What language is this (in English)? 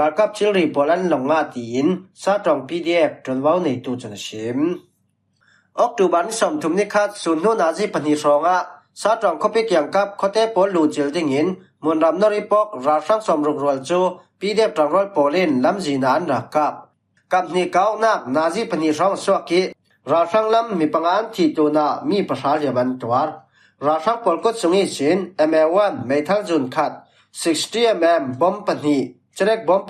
Falam Chin